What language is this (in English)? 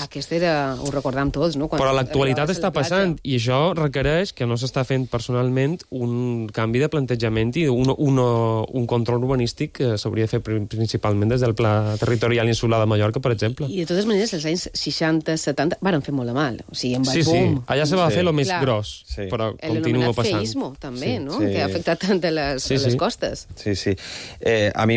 Catalan